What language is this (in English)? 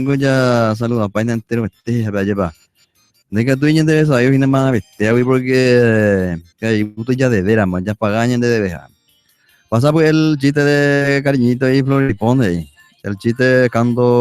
Guarani